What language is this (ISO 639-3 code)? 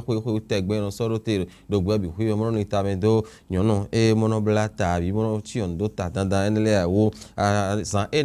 fon